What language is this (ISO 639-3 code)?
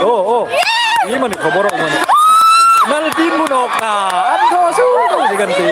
hmr